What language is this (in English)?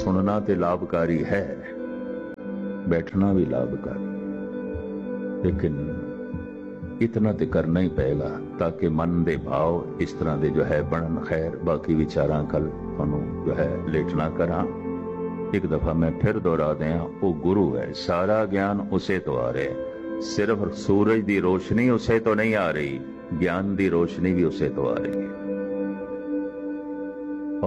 Punjabi